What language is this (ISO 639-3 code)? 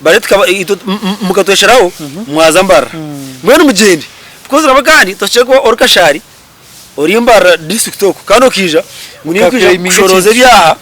nyn